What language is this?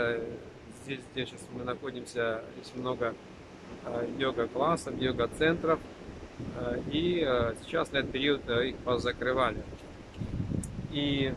Russian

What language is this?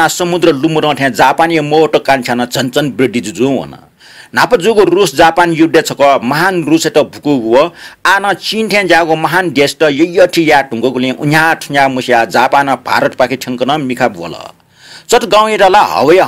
Newari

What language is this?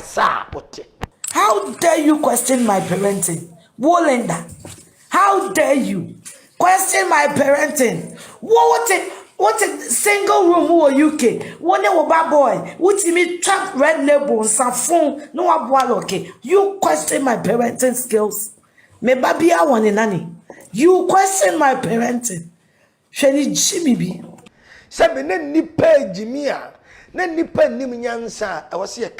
Akan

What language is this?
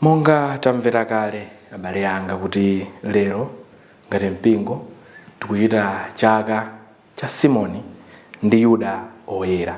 Nyanja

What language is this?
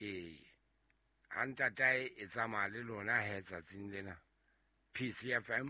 Southern Sotho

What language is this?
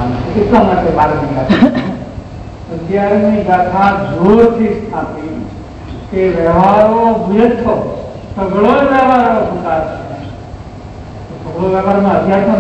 Gujarati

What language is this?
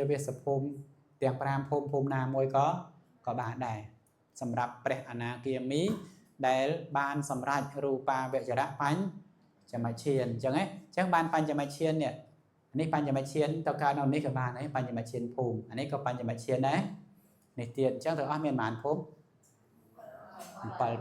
Khmer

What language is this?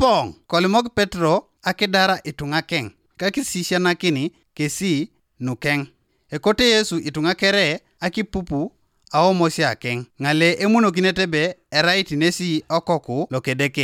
Teso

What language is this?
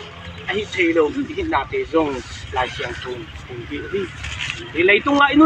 Tedim Chin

